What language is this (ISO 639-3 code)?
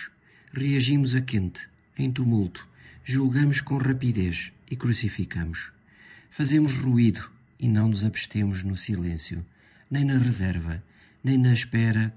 por